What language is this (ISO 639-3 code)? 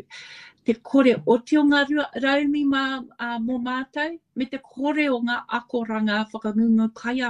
mri